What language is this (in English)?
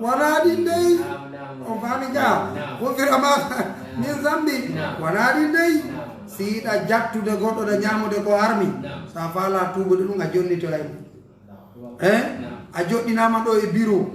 Pular